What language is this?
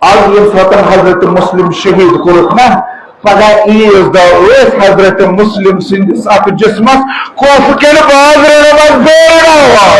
Kashmiri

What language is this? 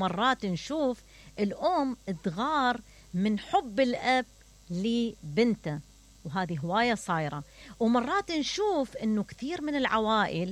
Mesopotamian Arabic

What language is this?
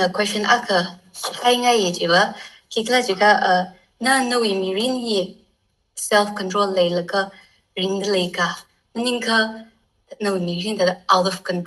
Tangkhul Naga (India)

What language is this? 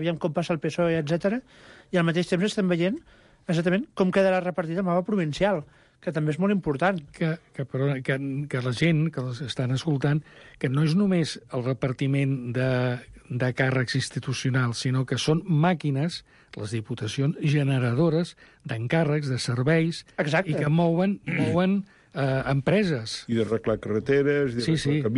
Catalan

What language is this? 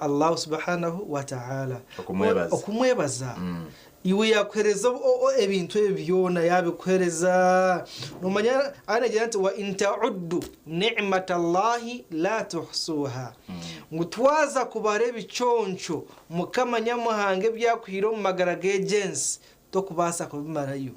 Nyankole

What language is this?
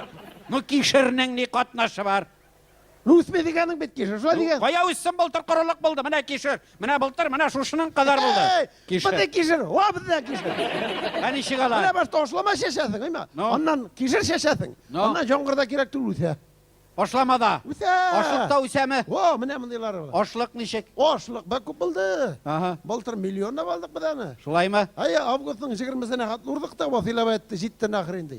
Tatar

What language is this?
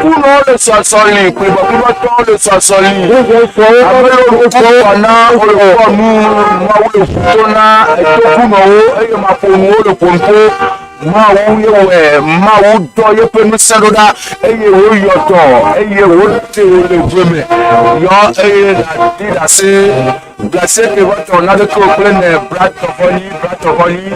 Ewe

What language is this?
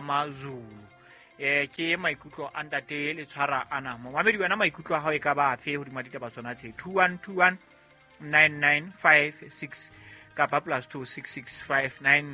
Southern Sotho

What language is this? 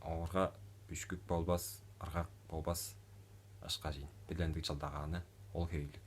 Tuvinian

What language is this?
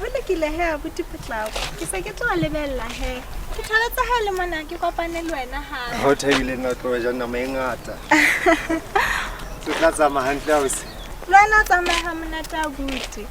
Southern Sotho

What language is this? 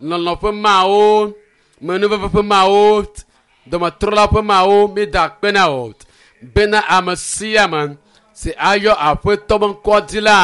Ewe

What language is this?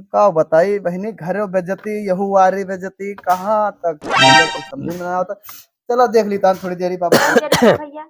Awadhi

